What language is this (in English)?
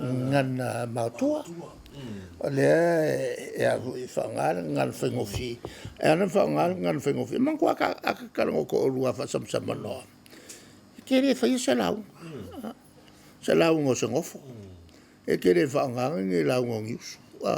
Samoan